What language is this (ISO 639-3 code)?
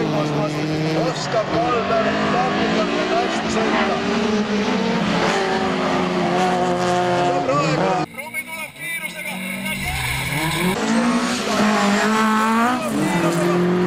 est